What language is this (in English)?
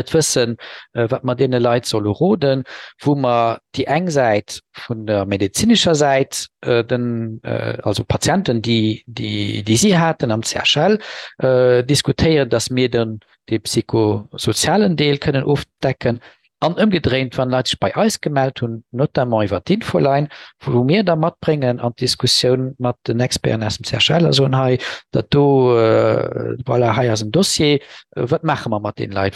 Luxembourgish